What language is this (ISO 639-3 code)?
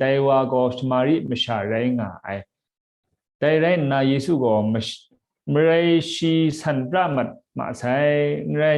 kac